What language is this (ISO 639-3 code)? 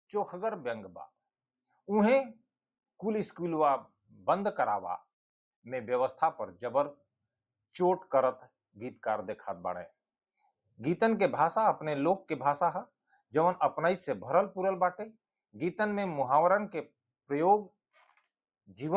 bho